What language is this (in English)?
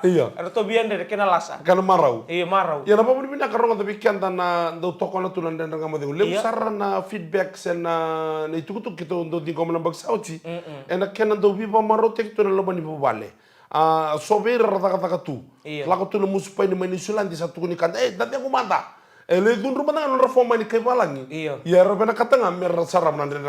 Fijian